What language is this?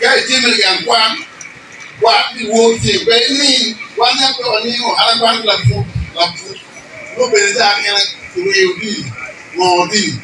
Acoli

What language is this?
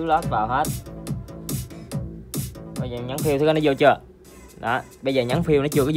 Vietnamese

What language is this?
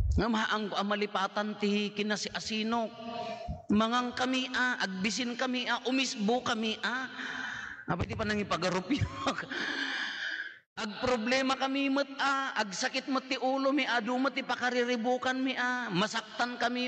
Iloko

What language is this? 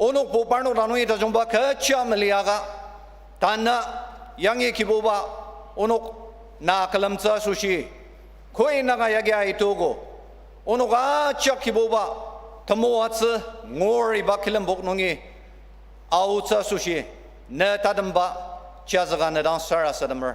Ao Naga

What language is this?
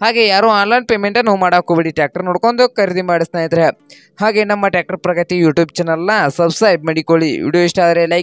Kannada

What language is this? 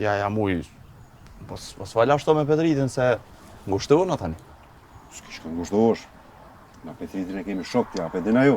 Albanian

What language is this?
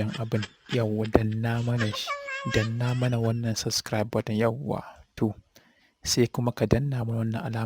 Hausa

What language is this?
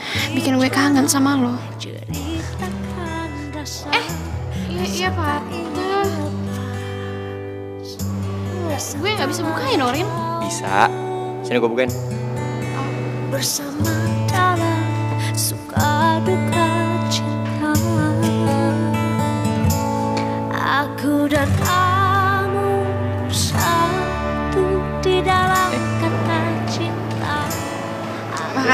Indonesian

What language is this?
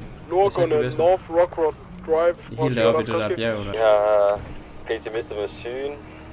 Danish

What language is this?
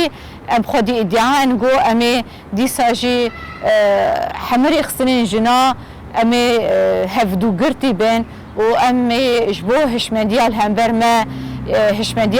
Kurdish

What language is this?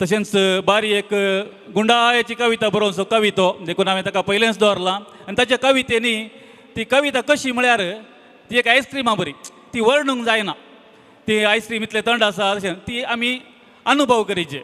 Konkani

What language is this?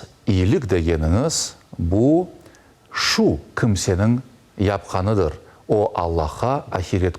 Crimean Tatar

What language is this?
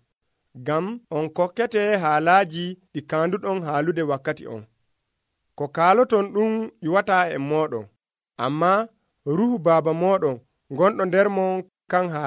Nigerian Fulfulde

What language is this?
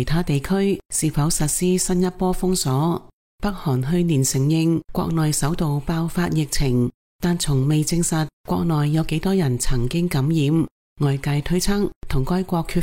Cantonese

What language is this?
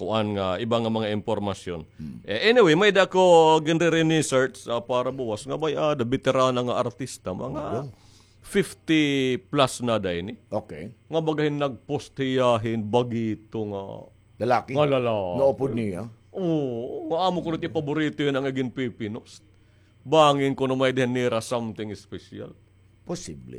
Waray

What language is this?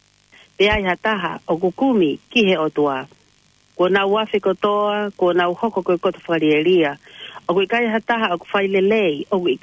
Tongan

